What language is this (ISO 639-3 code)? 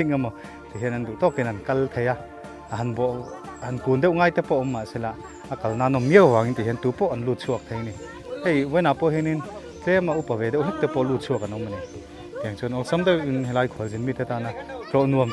lus